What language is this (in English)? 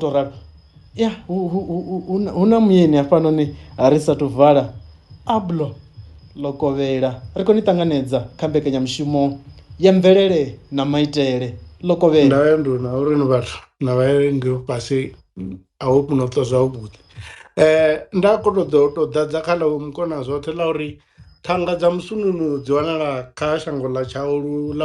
Venda